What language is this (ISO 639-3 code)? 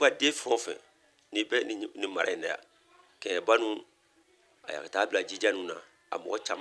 bam